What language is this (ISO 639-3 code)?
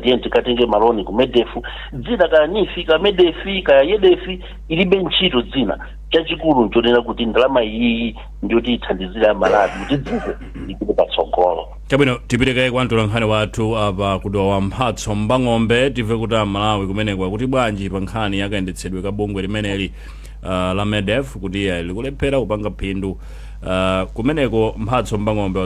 nya